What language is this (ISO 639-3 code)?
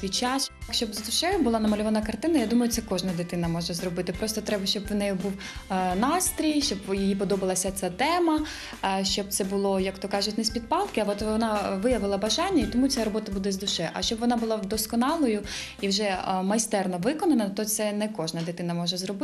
ukr